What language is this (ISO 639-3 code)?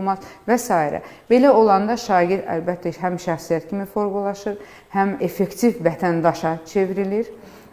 aze